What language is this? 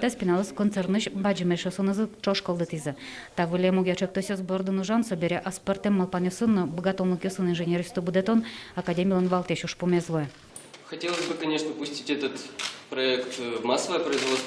Udmurt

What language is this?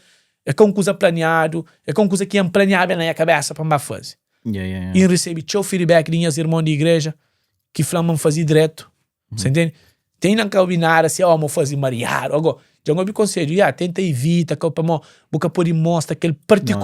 Kabuverdianu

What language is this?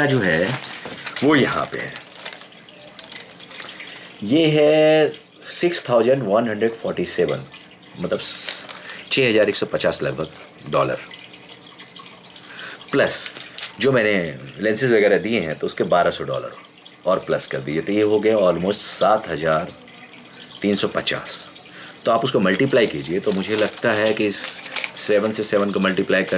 Hindi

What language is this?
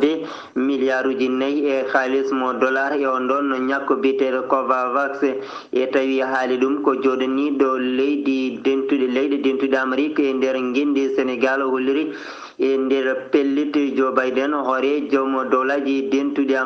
Fula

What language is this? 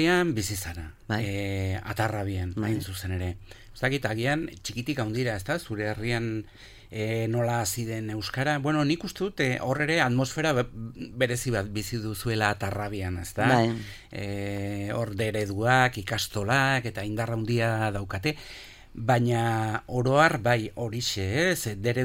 Basque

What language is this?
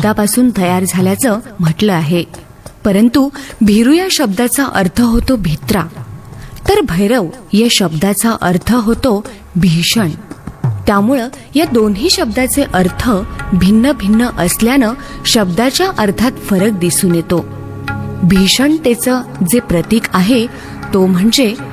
Marathi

